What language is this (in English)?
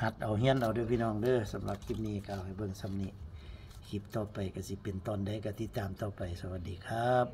Northeastern Thai